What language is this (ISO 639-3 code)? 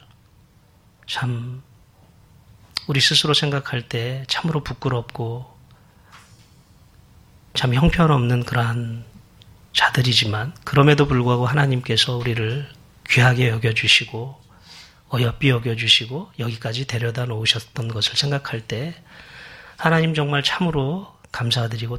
kor